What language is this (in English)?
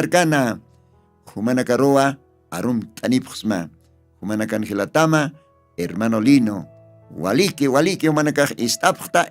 Aymara